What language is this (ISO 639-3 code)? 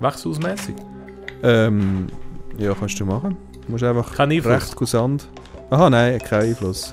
gsw